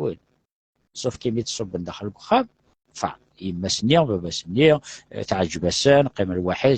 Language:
Kabyle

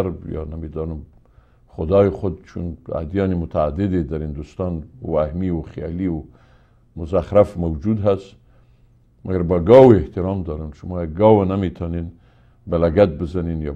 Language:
Persian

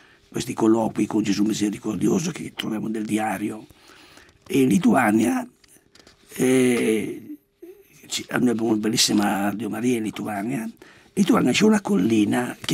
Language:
Italian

